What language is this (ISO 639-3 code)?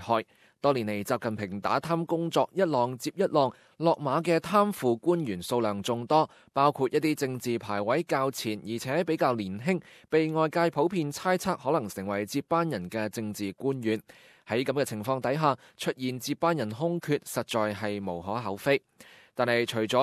yue